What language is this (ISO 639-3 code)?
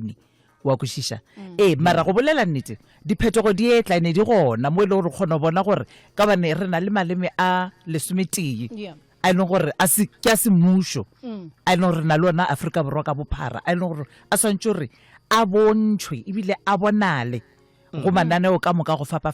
nso